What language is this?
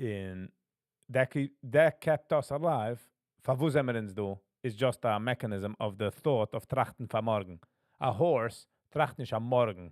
Yiddish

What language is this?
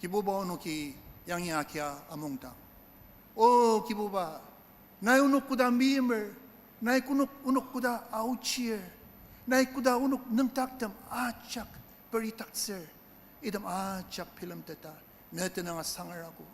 Ao Naga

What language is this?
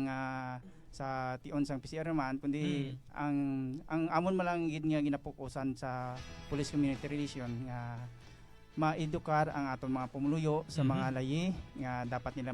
Hiligaynon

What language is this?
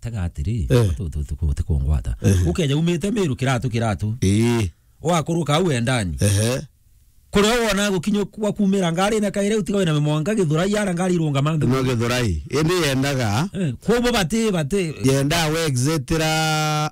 Meru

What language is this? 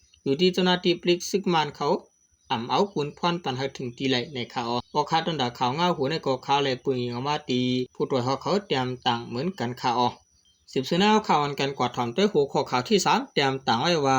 Shan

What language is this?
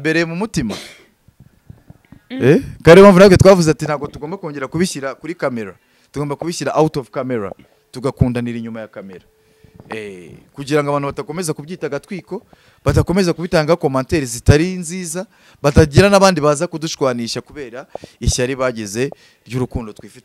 Kinyarwanda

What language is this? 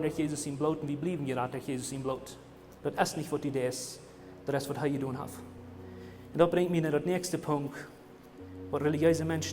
Plautdietsch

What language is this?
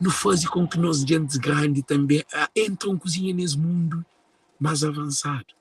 Kabuverdianu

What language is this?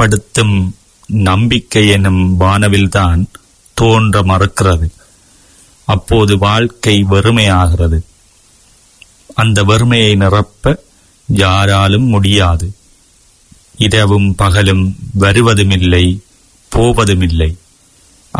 Tamil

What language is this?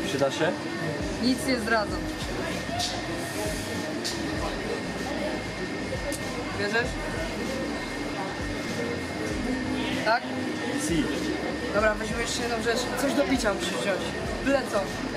Polish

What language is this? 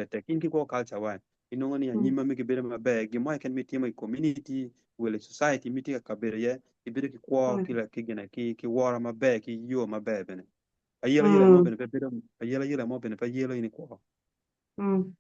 Acoli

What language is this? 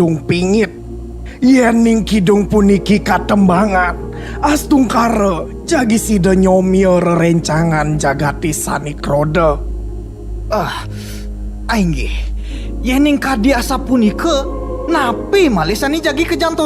Balinese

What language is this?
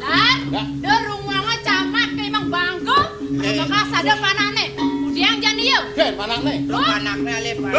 Balinese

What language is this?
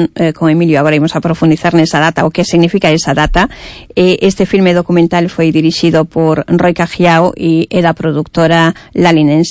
Galician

